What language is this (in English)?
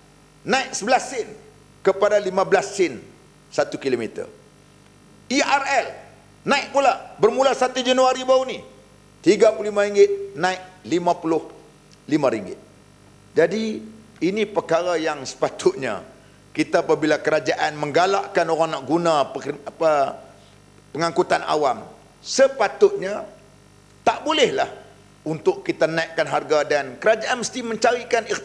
Malay